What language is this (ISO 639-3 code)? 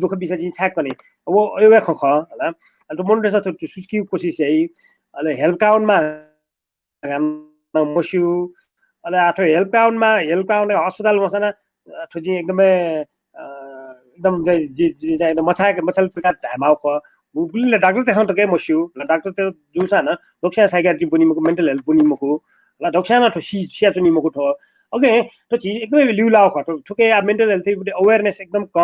new